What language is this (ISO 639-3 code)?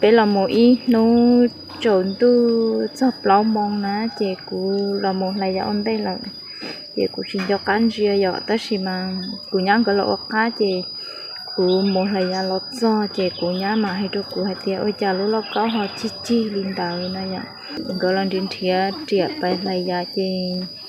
hmn